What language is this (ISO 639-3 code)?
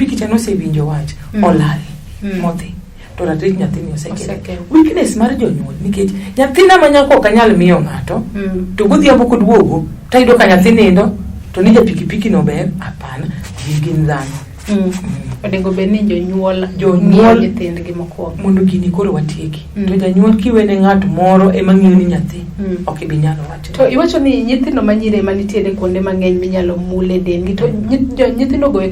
luo